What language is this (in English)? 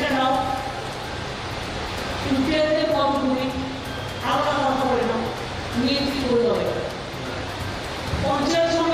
Bangla